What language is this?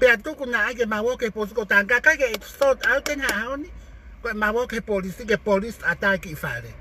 Tongan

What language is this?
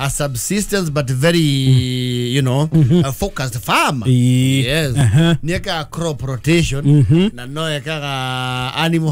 Kikuyu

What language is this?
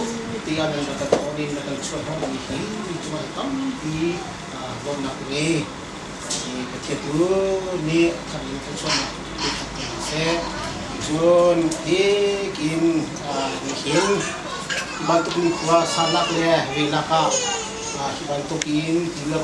Hakha Chin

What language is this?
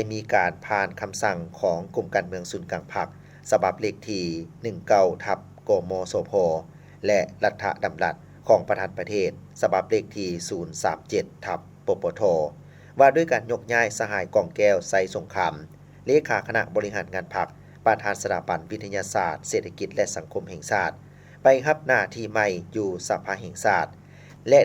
Lao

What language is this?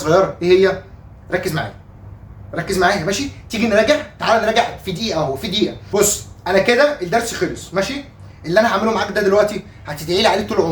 Egyptian Arabic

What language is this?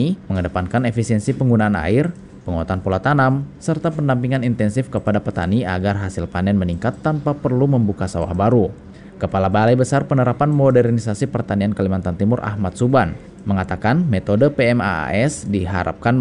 Indonesian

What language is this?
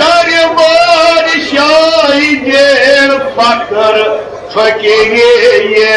Kashmiri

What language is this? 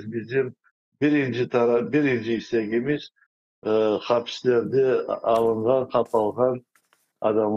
Crimean Tatar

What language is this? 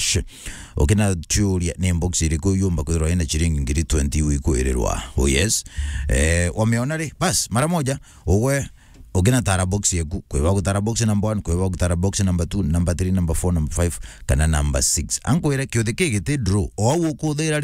Meru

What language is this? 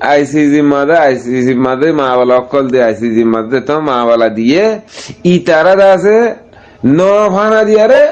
Rohingya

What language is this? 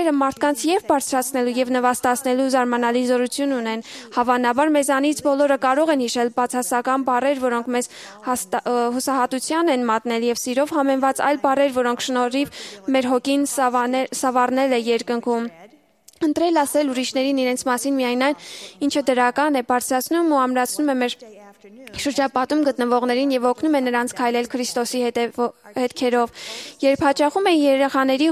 Armenian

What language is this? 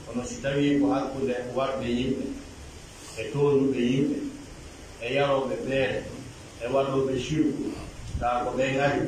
Pular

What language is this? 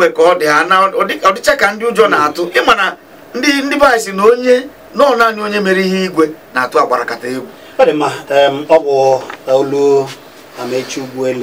Igbo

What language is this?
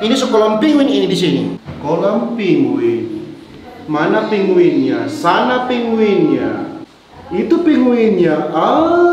Manado Malay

